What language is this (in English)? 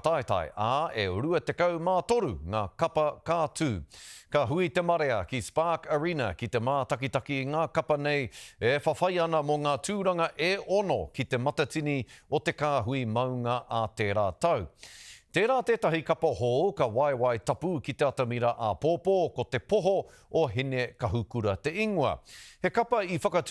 Māori